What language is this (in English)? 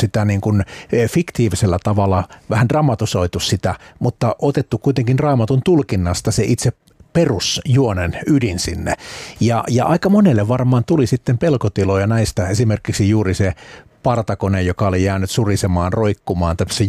Finnish